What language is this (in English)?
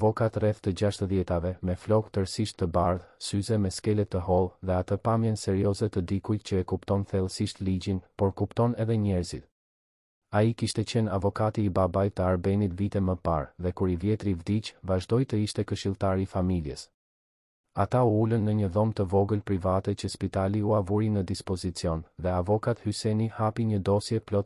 Albanian